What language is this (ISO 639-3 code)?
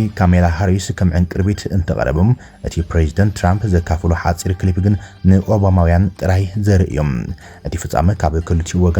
tir